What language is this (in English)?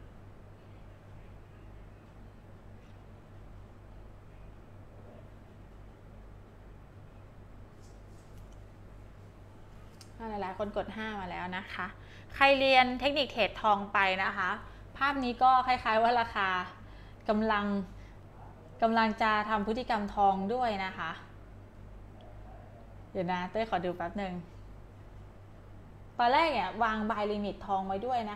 Thai